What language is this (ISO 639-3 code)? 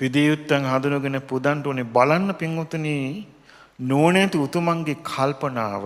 sin